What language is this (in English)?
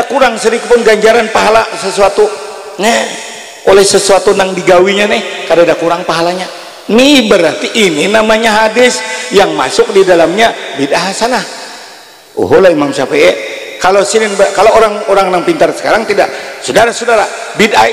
Banjar